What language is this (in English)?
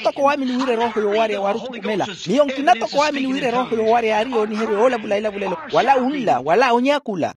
Makhuwa